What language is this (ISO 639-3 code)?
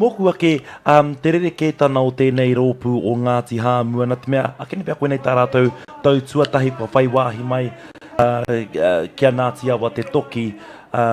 mri